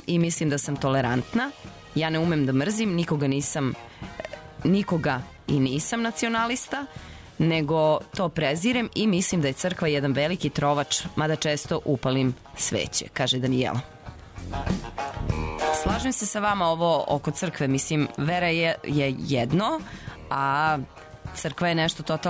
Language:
Serbian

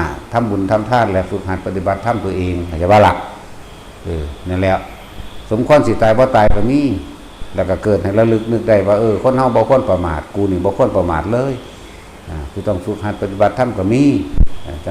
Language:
Northeastern Thai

